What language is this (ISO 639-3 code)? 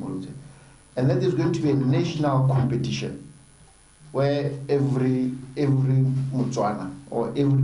tsn